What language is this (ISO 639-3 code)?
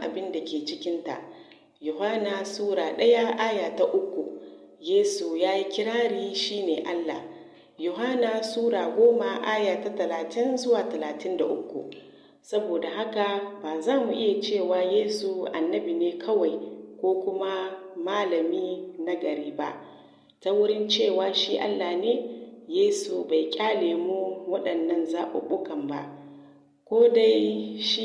hau